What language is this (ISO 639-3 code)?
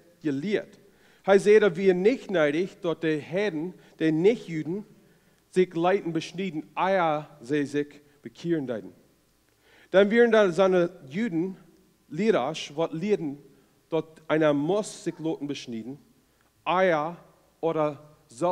pdt